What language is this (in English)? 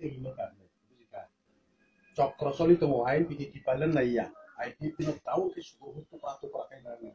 Kok Borok